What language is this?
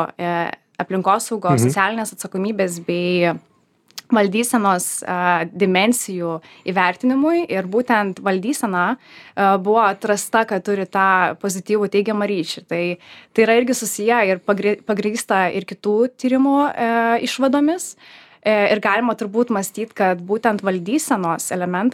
Lithuanian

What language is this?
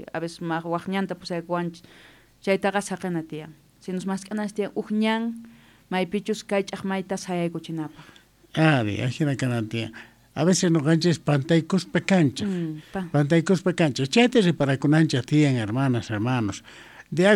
South Bolivian Quechua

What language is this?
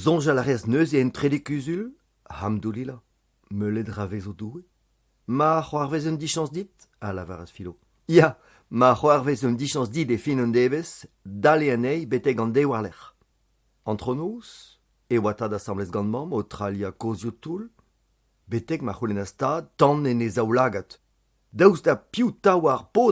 Breton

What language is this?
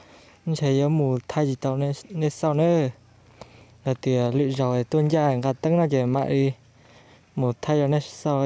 Hmong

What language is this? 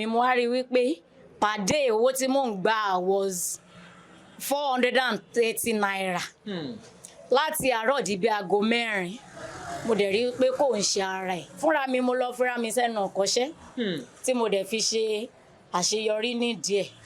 Yoruba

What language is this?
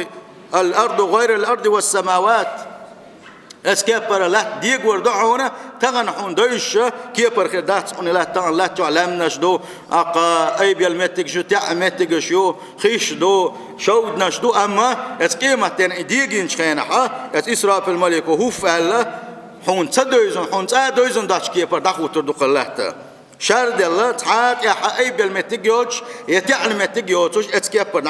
Chechen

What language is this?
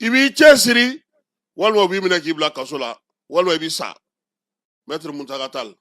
Bambara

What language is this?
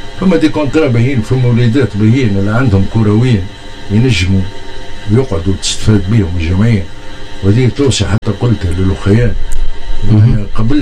Tunisian Arabic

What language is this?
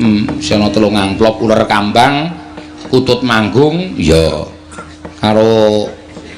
Javanese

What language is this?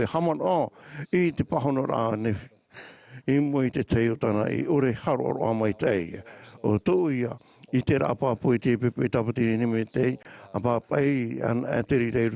Tahitian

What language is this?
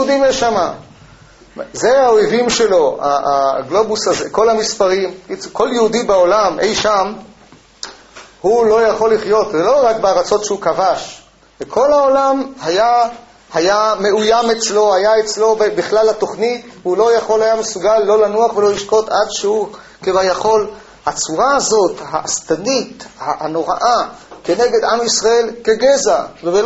Hebrew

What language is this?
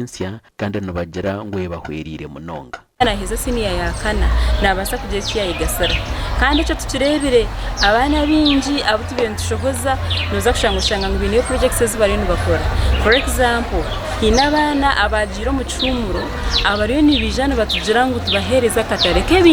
Nyankole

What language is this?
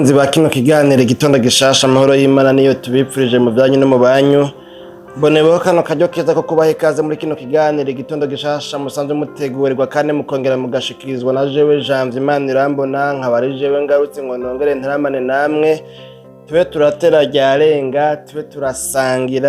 Rundi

